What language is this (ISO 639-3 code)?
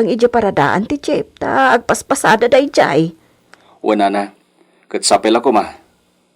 ilo